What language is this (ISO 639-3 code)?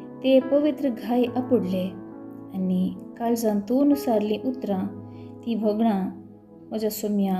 kok